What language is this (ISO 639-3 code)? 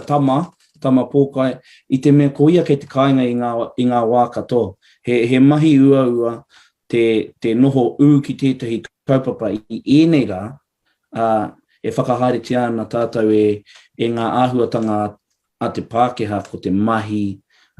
mri